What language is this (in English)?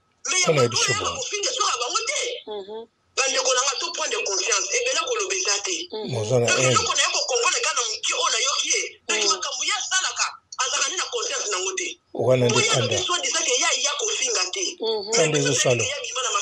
Lingala